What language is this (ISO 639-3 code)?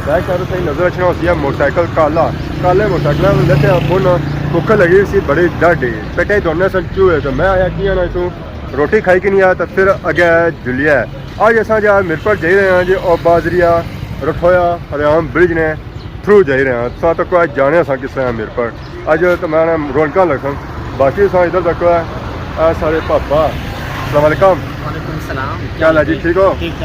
phr